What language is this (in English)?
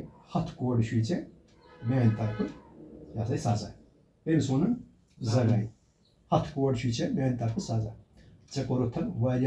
Kashmiri